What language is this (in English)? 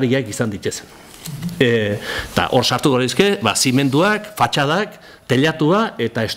Basque